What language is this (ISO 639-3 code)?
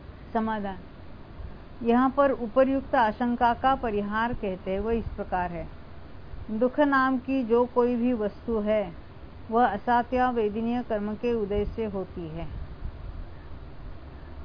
hin